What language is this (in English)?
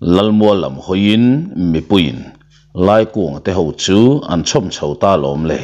Mizo